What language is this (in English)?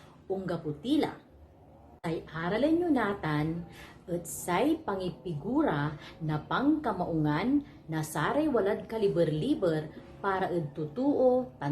Pangasinan